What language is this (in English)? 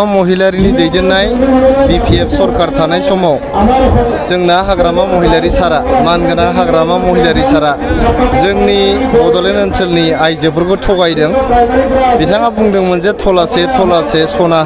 Bodo